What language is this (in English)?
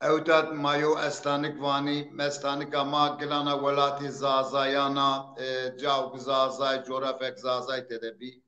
Zaza